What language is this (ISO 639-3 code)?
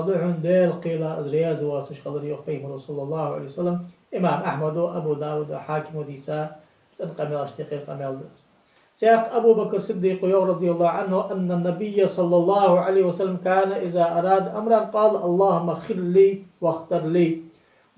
inh